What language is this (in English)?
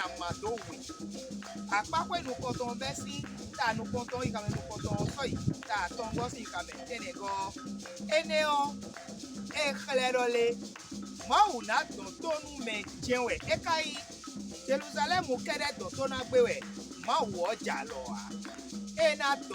Fon